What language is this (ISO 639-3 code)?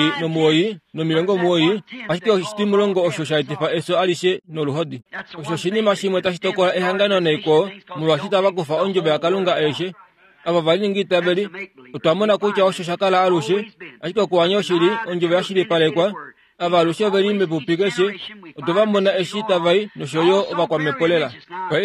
kua